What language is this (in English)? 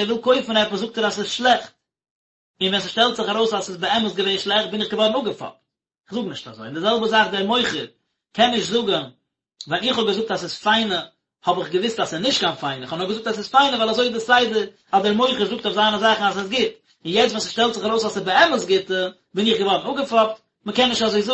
Yiddish